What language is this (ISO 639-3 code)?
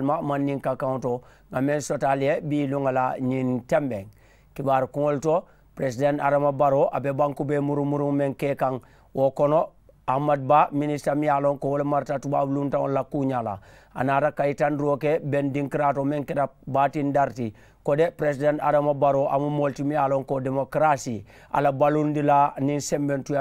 man